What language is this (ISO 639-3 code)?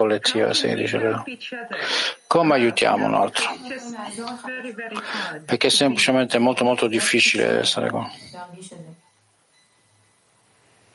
ita